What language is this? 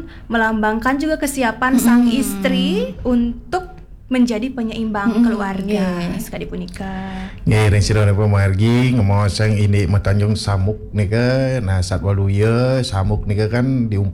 Balinese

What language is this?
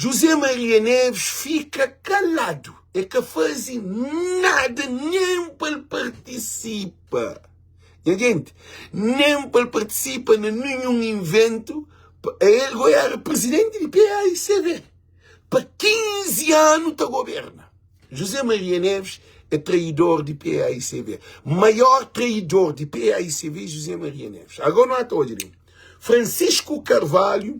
Kabuverdianu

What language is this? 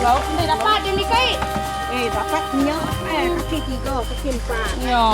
Iban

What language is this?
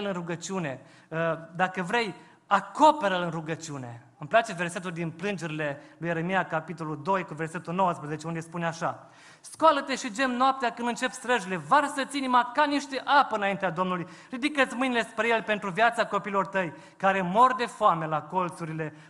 Romanian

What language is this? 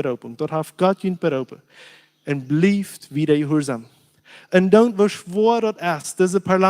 Plautdietsch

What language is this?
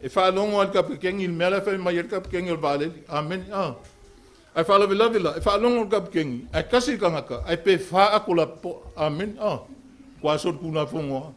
Samoan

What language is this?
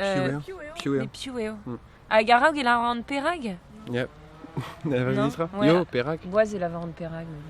Breton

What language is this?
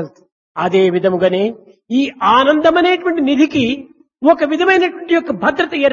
Telugu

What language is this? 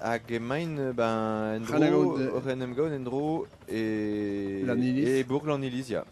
Breton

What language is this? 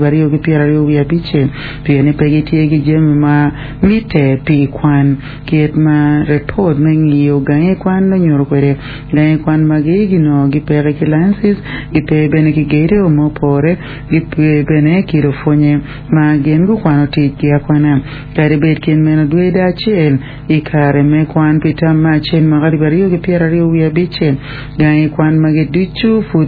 Acoli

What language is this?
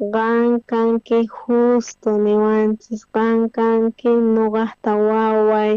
South Bolivian Quechua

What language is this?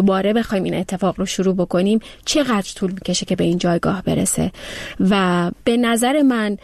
Persian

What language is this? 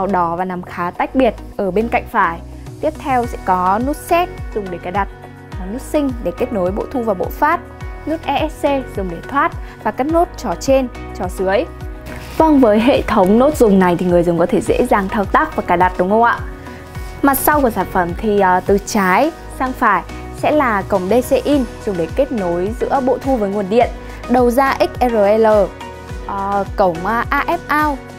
Vietnamese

